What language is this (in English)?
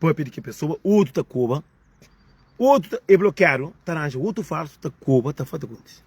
Kabuverdianu